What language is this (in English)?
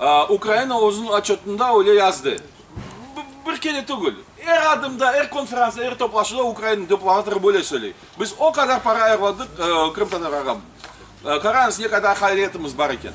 Crimean Tatar